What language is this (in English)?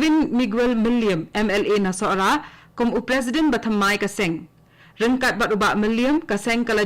Khasi